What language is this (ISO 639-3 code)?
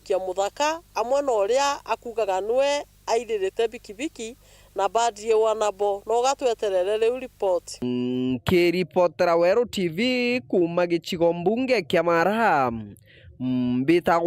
mer